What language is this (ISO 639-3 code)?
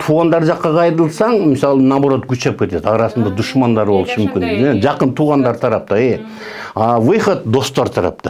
kir